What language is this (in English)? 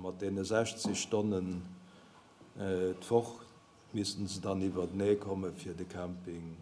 Luxembourgish